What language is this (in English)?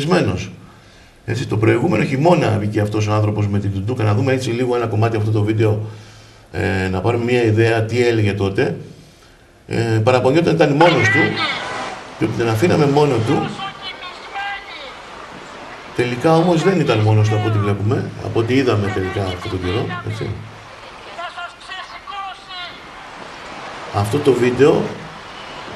Greek